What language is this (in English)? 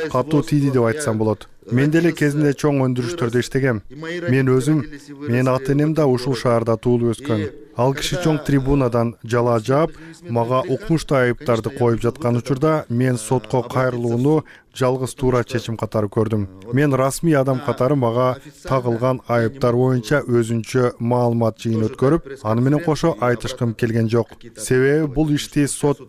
Kyrgyz